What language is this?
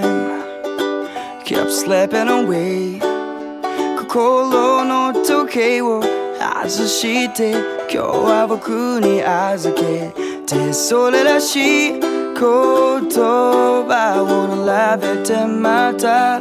Japanese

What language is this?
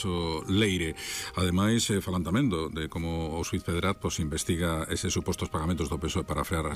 Galician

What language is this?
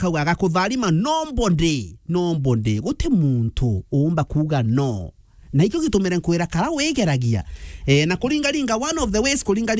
Meru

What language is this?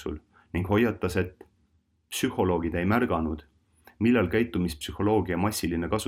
Estonian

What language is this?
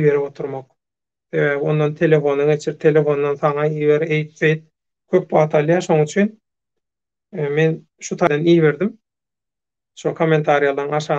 Turkmen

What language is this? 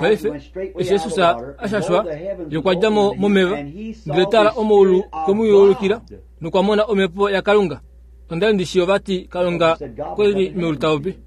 Kuanyama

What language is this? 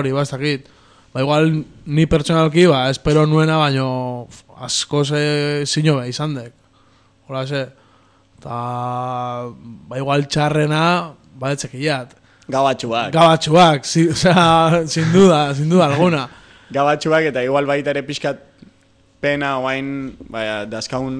Basque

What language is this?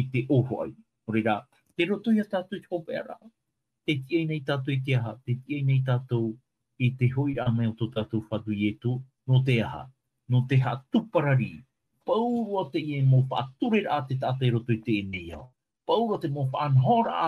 Tahitian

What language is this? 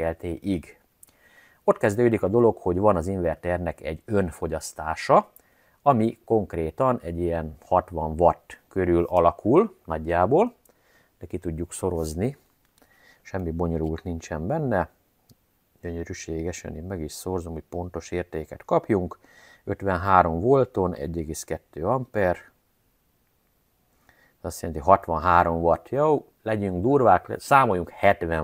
Hungarian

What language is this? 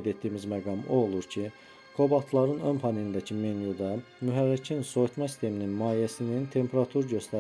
Azerbaijani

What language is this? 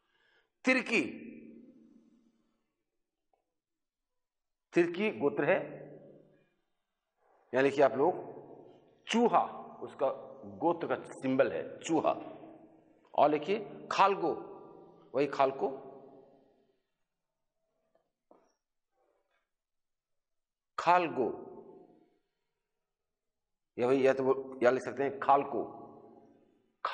Hindi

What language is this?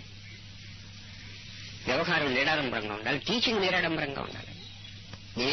Telugu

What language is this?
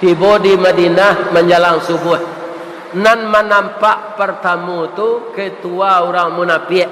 Minangkabau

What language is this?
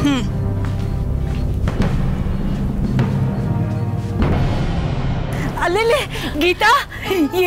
Kannada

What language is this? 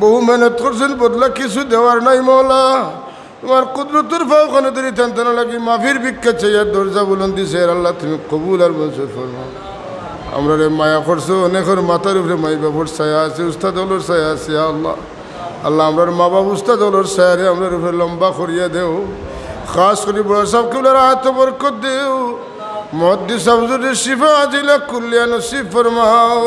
Sylheti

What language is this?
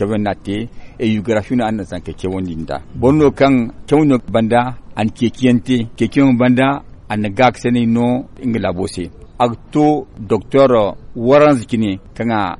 Zarma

